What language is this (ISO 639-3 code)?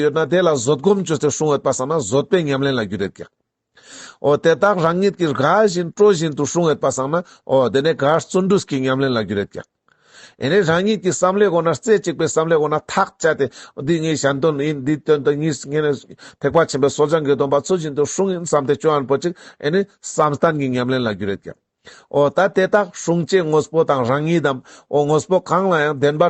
lbj